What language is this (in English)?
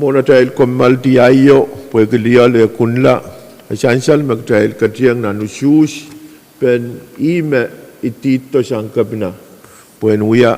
Pohnpeian